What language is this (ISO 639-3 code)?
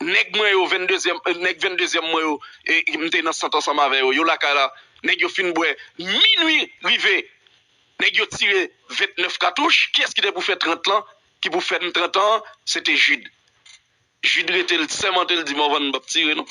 hat